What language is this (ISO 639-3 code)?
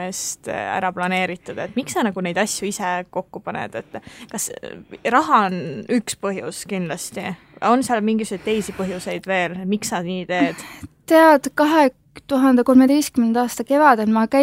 est